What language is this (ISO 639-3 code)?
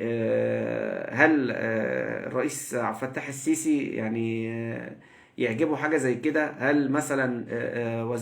arz